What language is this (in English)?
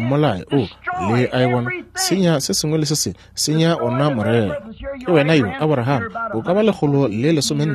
Northern Sotho